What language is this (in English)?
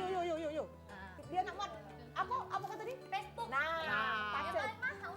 Musi